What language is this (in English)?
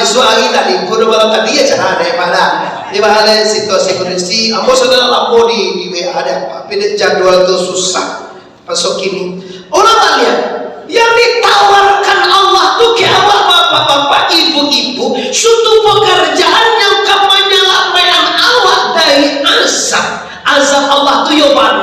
Minangkabau